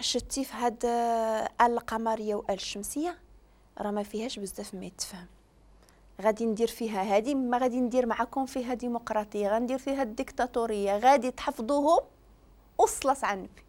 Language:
Moroccan Arabic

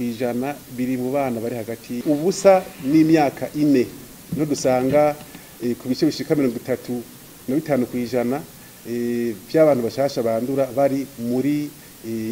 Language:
Rundi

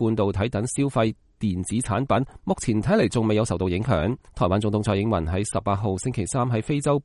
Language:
Cantonese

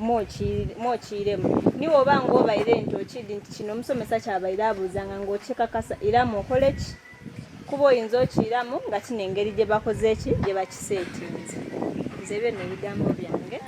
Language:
Soga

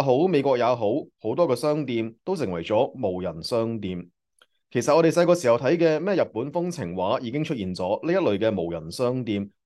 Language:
Cantonese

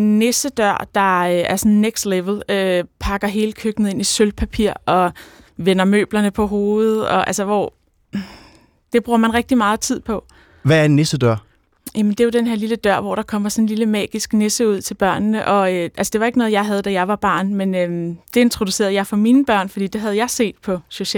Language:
Danish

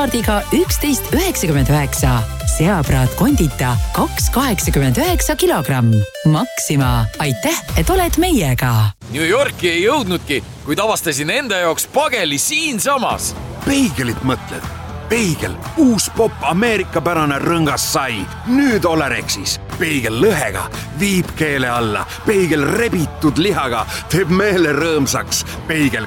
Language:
Estonian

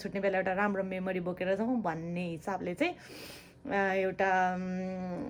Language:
Nepali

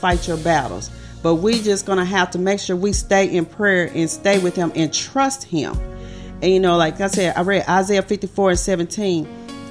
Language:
English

